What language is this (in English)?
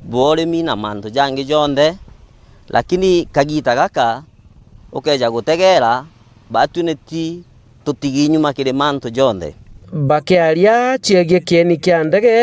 Meru